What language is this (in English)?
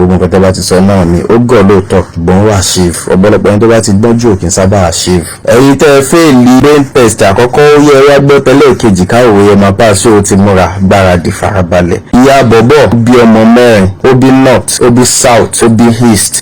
Yoruba